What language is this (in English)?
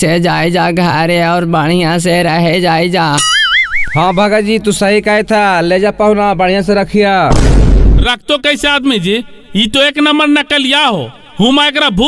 Magahi